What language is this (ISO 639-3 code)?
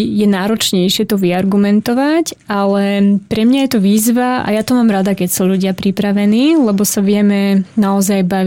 slk